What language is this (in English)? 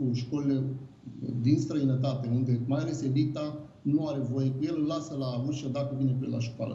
Romanian